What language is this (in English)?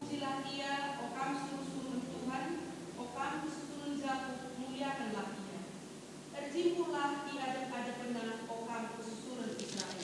Batak Karo